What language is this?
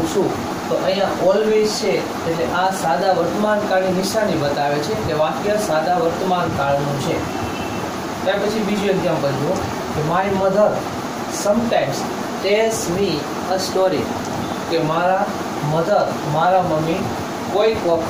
Gujarati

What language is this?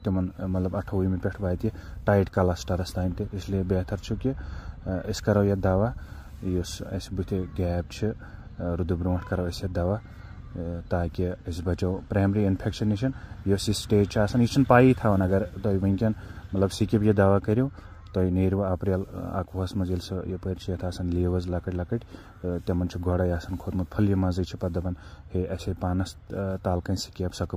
Kashmiri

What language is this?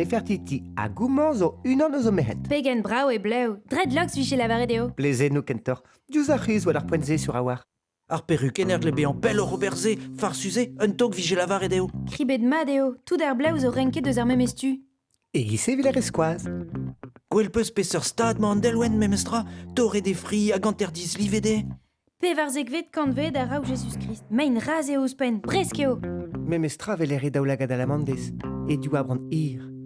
Breton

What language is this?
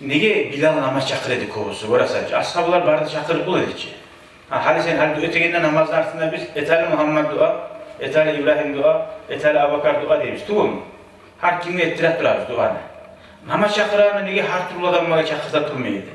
Kumyk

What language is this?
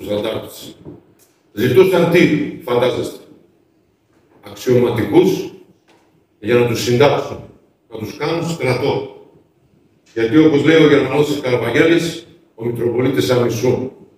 Greek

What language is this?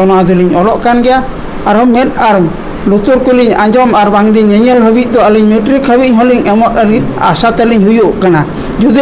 Santali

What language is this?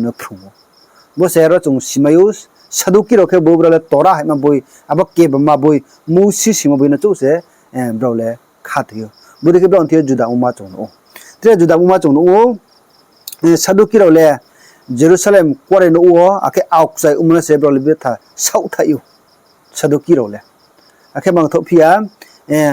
Riang (India)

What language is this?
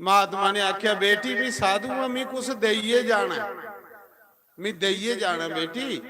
Dogri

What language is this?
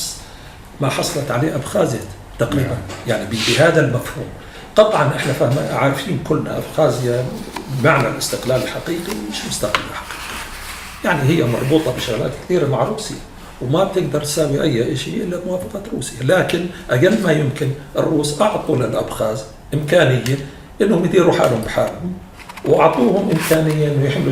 North Levantine Arabic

